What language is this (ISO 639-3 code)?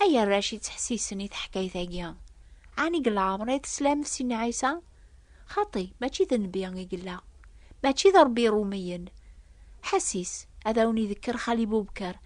kab